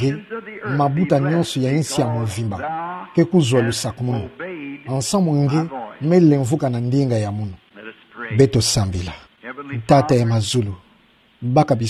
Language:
Kituba (Democratic Republic of Congo)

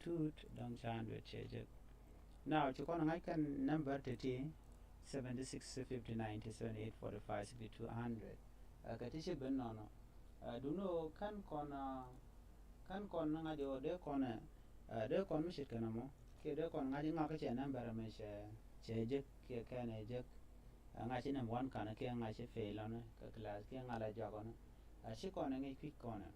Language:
Nuer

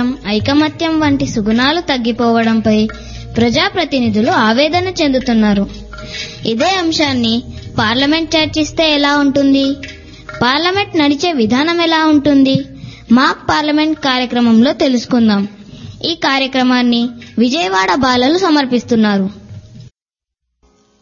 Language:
Telugu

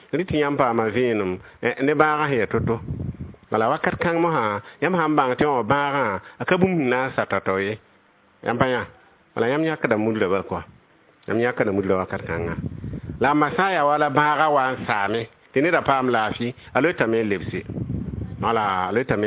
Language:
Mossi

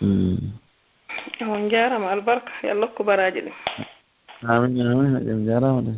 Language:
Fula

